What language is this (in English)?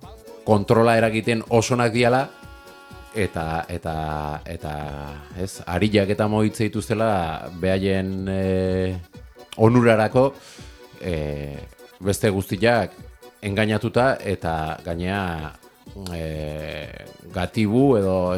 Basque